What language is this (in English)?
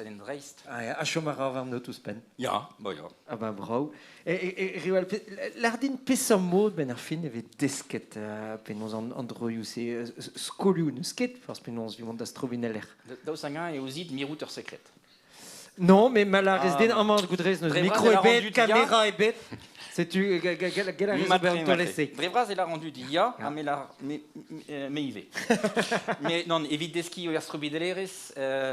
Breton